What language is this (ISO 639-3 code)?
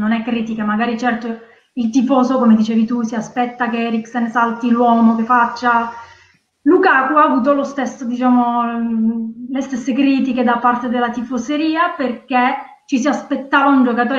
ita